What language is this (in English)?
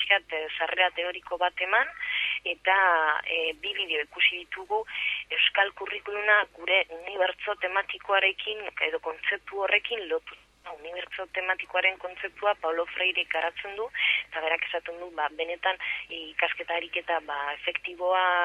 Basque